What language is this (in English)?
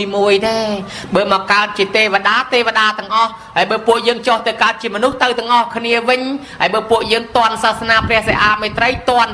Khmer